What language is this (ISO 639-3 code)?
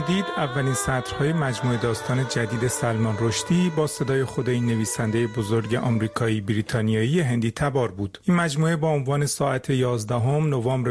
fas